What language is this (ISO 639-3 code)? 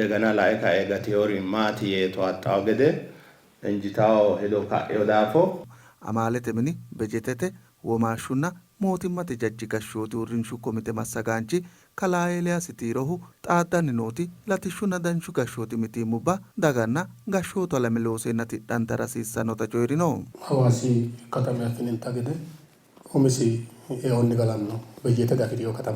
sid